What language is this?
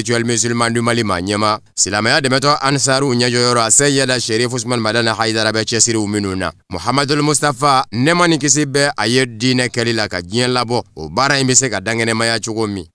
Bambara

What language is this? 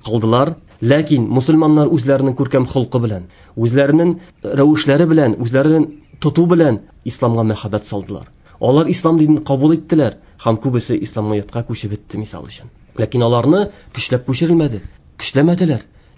Tatar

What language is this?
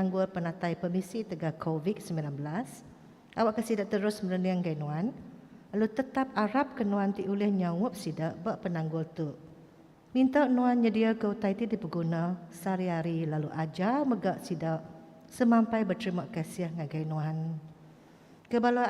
Iban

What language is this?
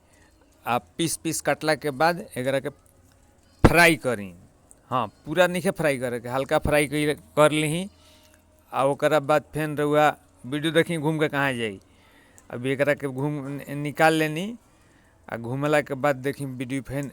Bhojpuri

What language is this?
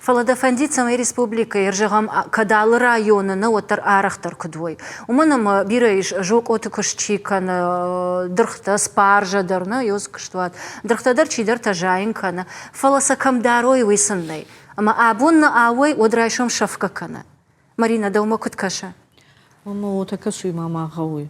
Ossetic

